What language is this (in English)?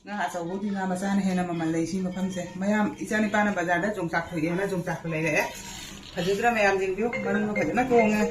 Manipuri